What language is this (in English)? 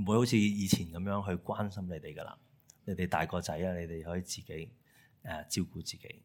Cantonese